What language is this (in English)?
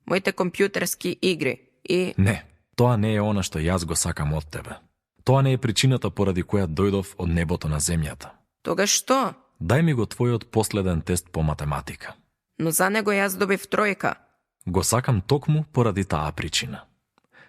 Macedonian